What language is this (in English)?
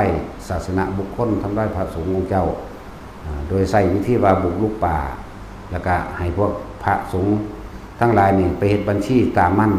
Northeastern Thai